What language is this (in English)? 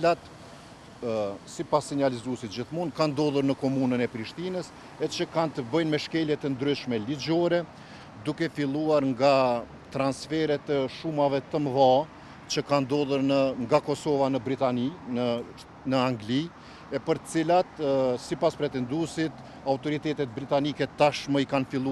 Albanian